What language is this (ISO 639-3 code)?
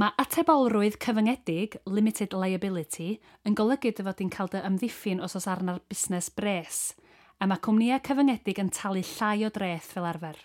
cym